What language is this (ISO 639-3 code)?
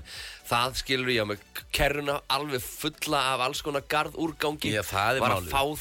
isl